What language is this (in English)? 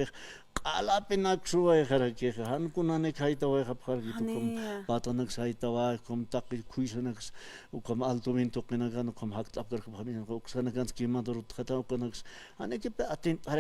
Aymara